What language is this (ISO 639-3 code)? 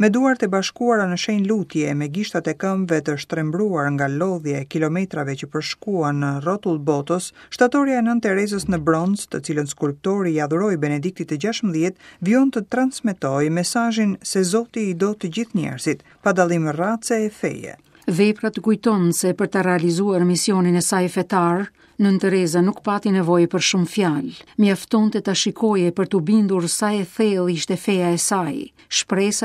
sqi